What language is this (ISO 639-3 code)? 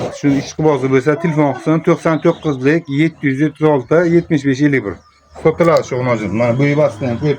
uzb